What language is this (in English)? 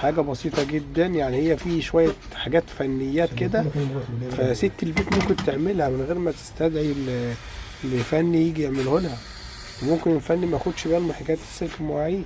Egyptian Arabic